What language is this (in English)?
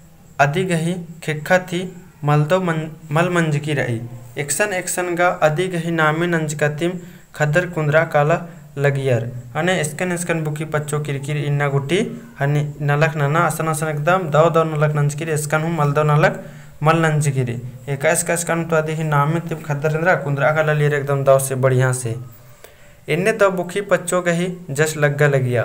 Kurukh